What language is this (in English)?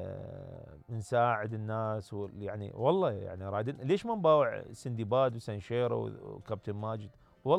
Mesopotamian Arabic